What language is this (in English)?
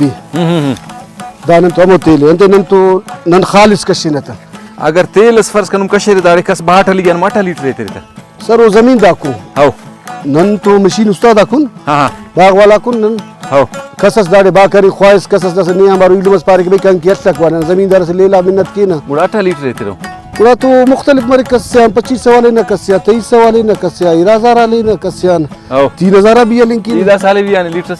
Brahui